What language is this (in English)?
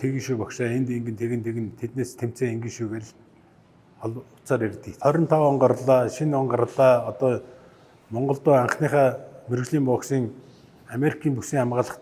Mongolian